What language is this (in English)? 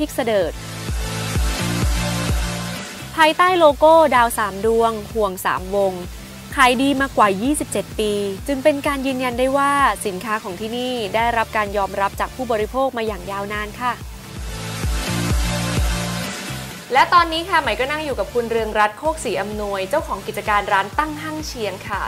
Thai